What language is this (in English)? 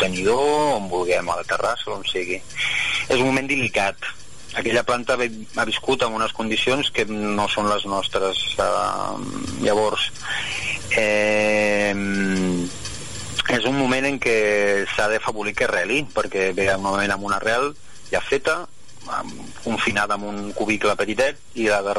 Catalan